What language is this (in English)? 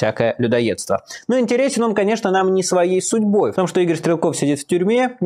Russian